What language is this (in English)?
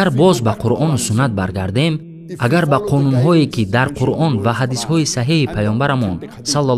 Tajik